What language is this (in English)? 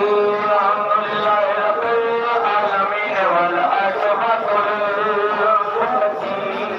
Saraiki